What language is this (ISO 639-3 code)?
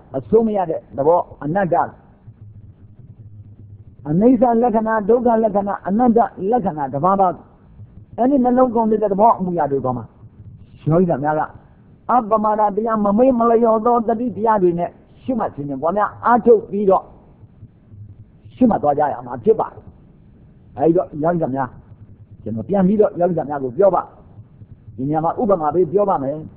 mya